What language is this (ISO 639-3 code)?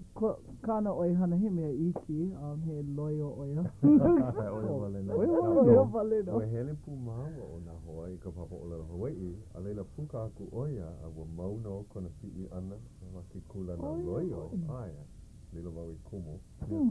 haw